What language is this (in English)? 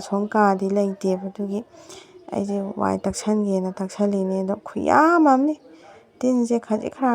Manipuri